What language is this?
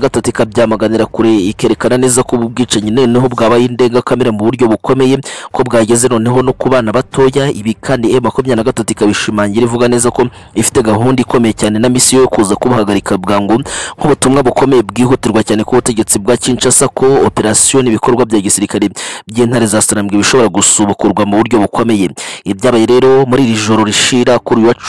Kinyarwanda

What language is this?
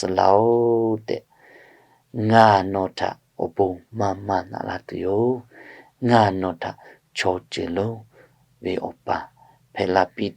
Lahu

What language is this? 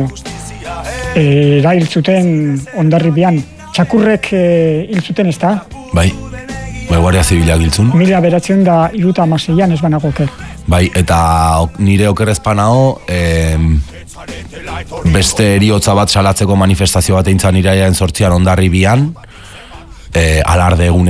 Basque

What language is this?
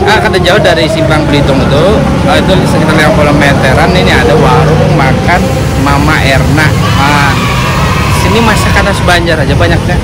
Banjar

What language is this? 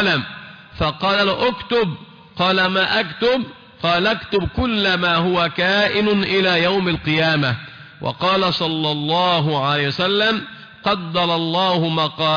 Arabic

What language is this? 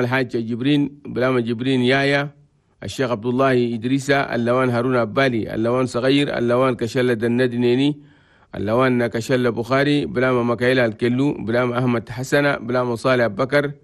Chadian Arabic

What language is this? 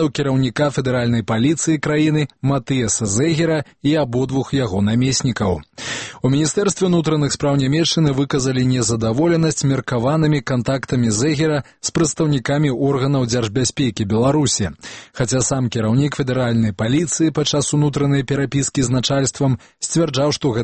Belarusian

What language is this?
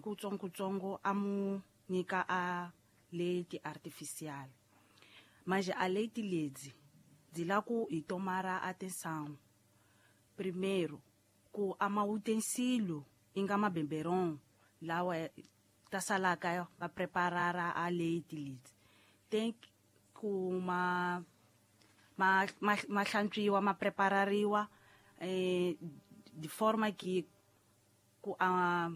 Tsonga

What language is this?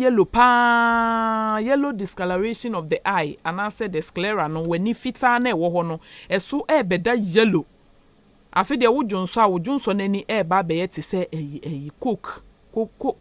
Akan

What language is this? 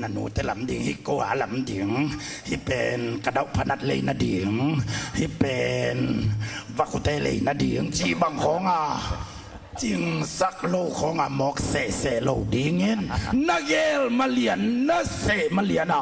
Tedim Chin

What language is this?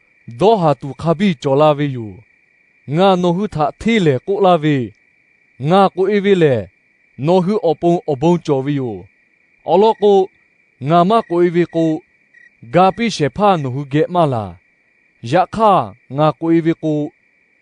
Lahu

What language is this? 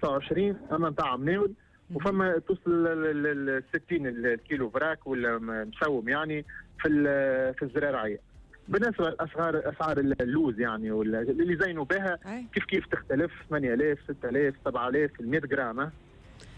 Tunisian Arabic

